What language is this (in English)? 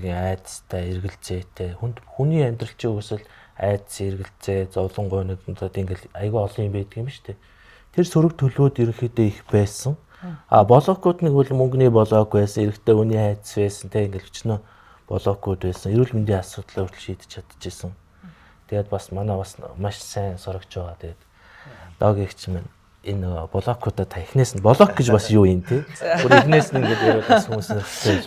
Mongolian